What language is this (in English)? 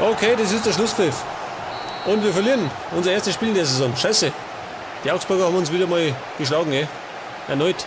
Bavarian